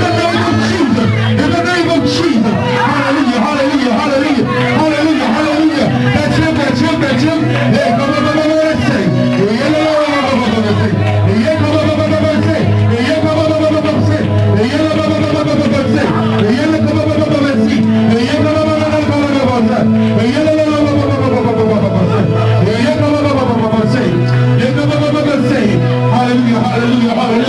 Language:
English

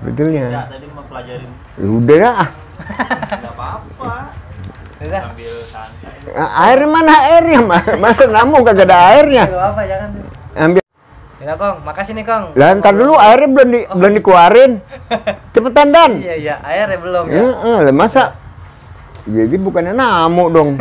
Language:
Betawi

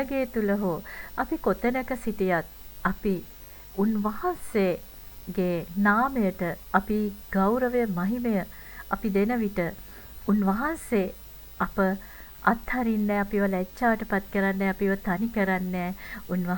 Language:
Sinhala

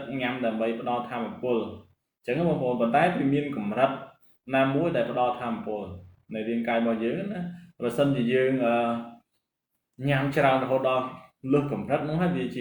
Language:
Khmer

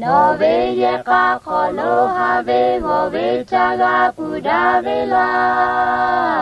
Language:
Lahu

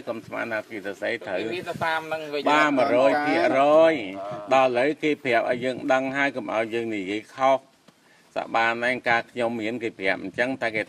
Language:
Khmer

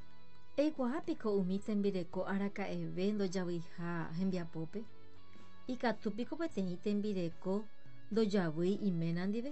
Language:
Guarani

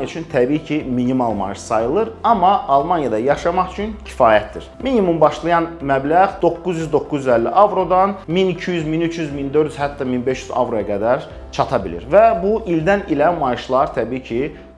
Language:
Azerbaijani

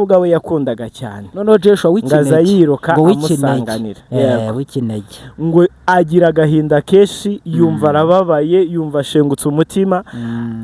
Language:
Kinyarwanda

